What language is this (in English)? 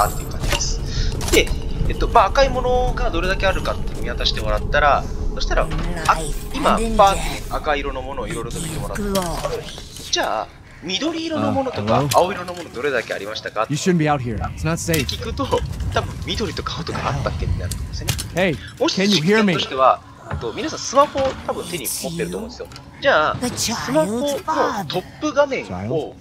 Japanese